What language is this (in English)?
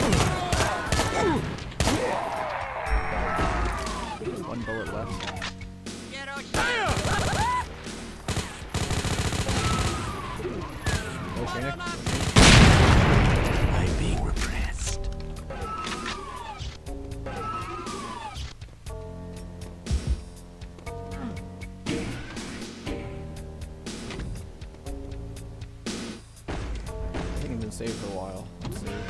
English